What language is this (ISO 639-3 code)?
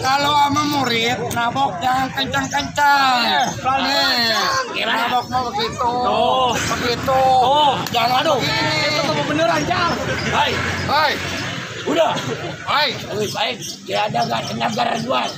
bew